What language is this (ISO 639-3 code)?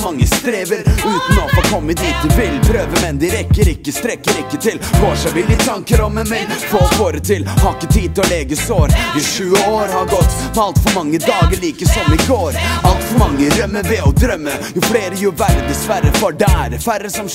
nor